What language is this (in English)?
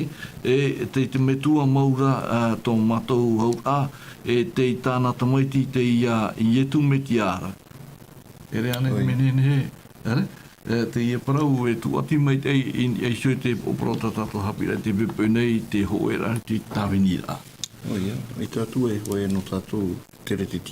Tahitian